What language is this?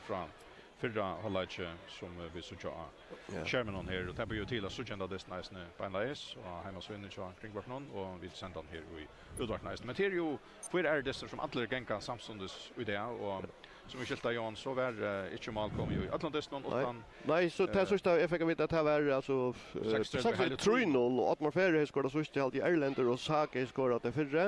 Faroese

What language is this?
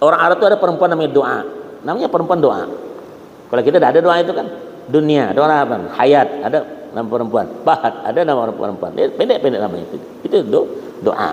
Banjar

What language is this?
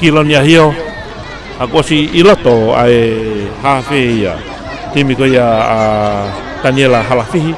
Tongan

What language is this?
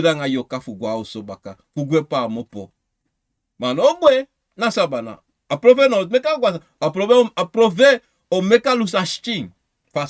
Sranan Tongo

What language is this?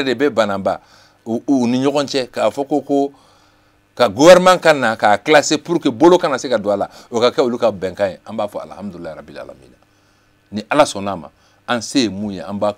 Bambara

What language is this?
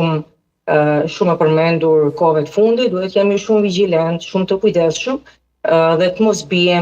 Albanian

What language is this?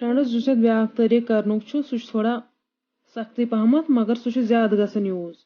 Kashmiri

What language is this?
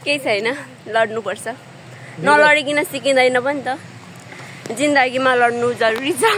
Nepali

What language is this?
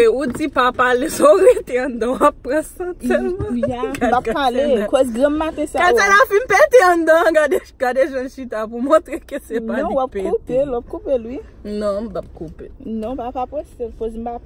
Haitian Creole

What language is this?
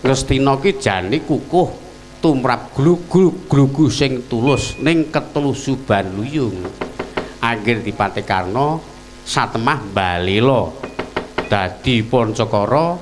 Javanese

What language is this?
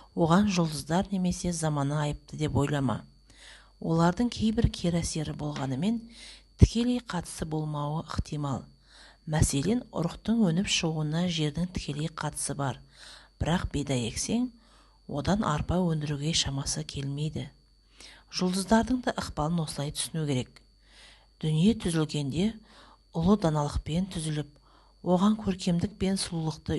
Kazakh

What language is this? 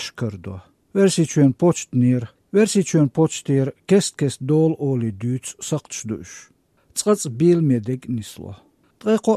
Chechen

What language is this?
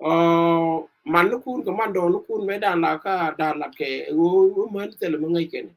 Nuer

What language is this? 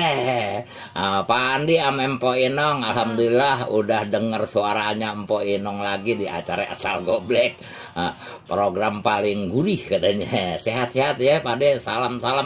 Betawi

